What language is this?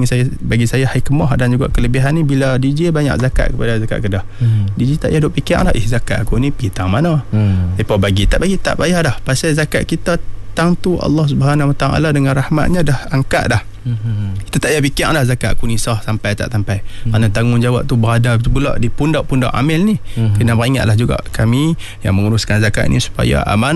Malay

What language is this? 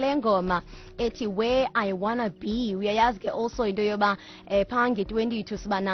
Xhosa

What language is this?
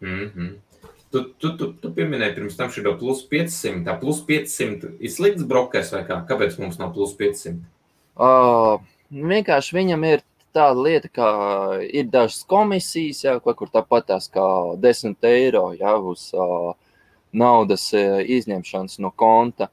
Latvian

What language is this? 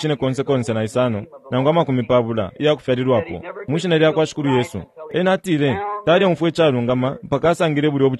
Bemba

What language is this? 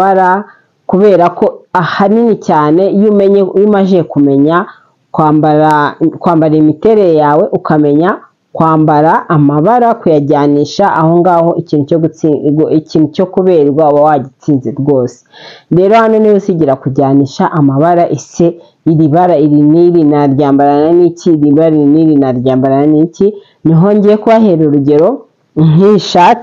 Kinyarwanda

